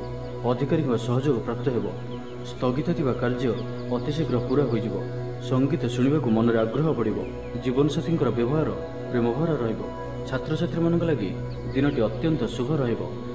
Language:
Odia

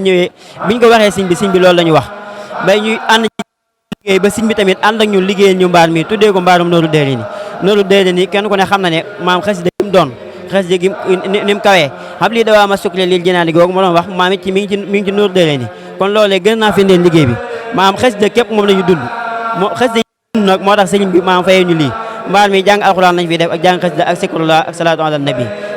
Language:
Wolof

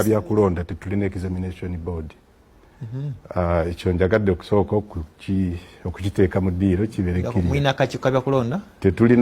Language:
Ganda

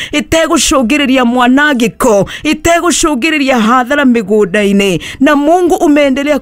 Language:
Kikuyu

